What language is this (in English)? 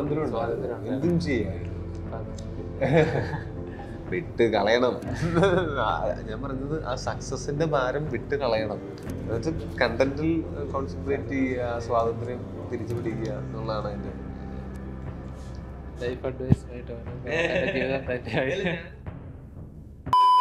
Malayalam